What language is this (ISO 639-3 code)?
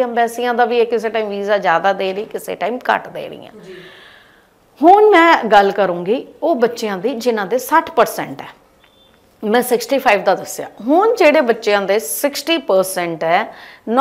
pan